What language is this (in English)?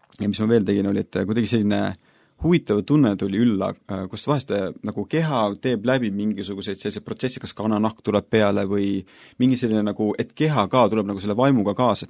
Estonian